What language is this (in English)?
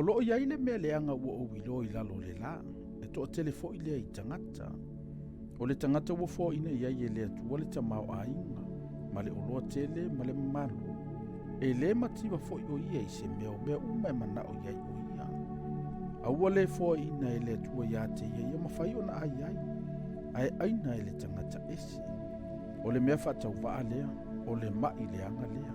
Samoan